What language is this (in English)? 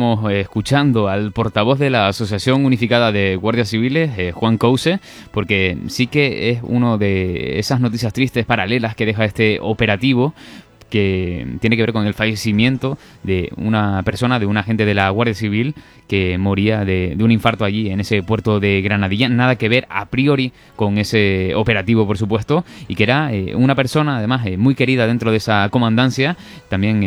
Spanish